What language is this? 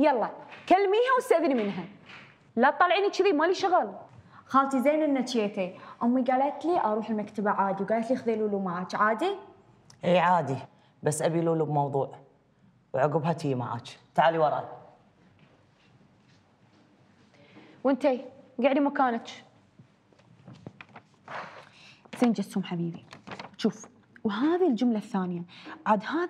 Gulf Arabic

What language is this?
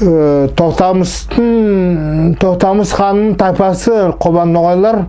Nogai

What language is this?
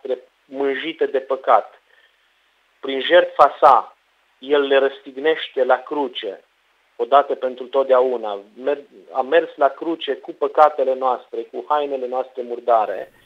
Romanian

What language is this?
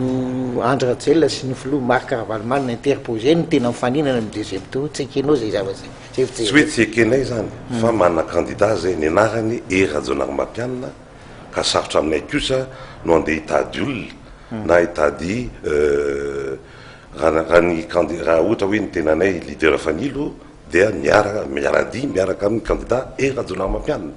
Malagasy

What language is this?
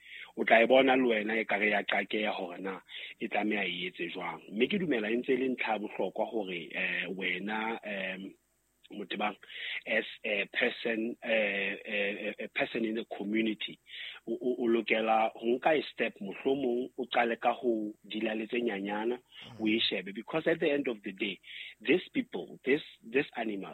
Southern Sotho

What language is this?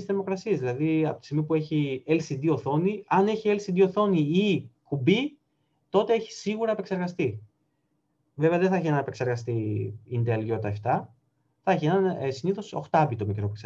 Greek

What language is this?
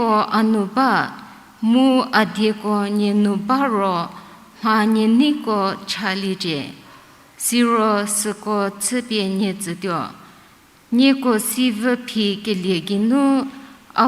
Angami Naga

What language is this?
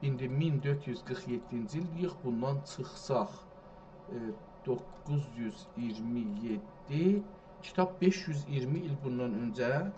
South Azerbaijani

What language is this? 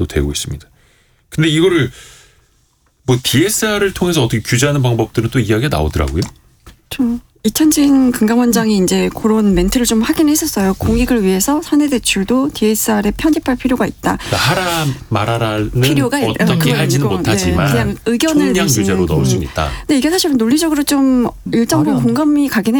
Korean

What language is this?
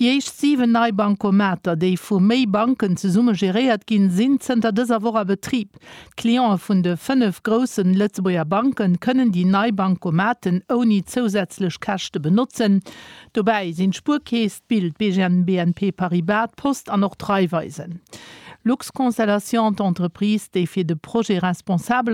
Luxembourgish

